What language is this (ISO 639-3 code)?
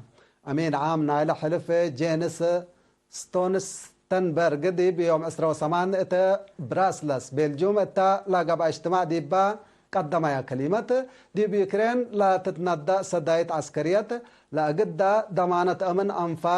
tig